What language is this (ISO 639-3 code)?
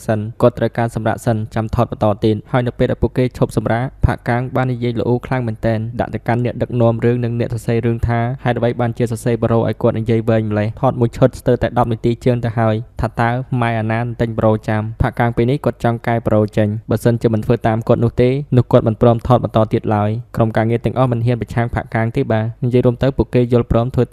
khm